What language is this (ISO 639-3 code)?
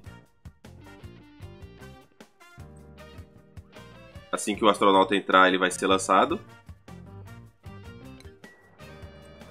por